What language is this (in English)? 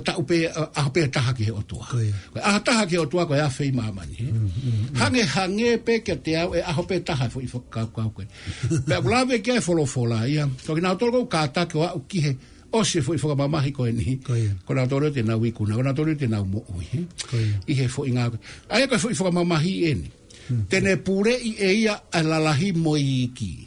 Tongan